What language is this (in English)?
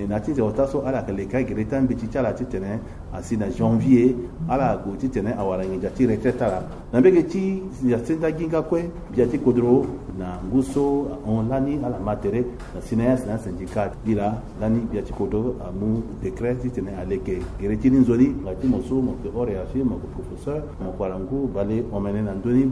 Sango